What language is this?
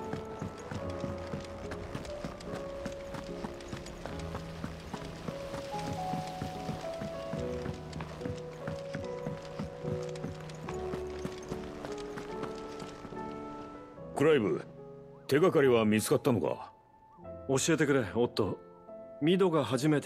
Japanese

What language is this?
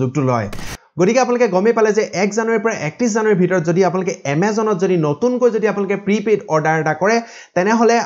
Assamese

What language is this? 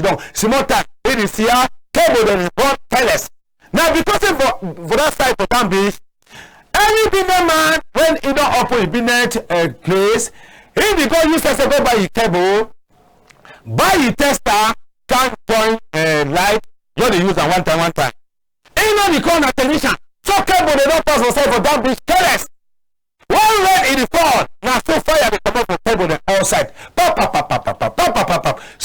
Cameroon Pidgin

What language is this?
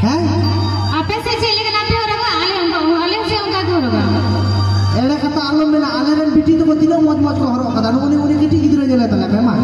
Santali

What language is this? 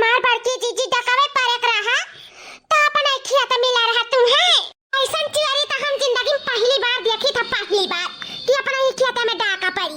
Awadhi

